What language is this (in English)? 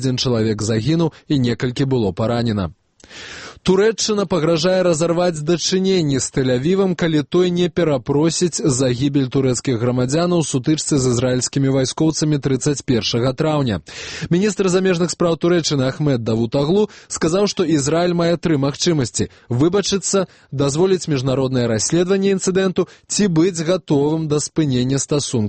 Belarusian